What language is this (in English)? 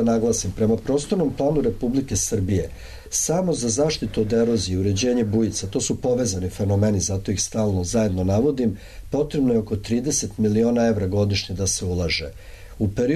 Serbian